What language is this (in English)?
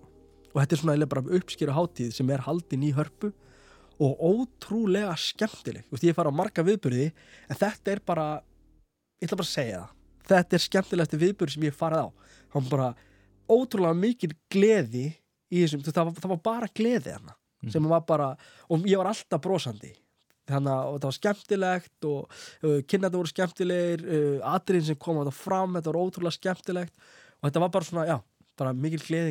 Icelandic